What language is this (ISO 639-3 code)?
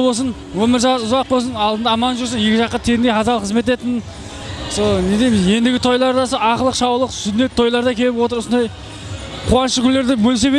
kaa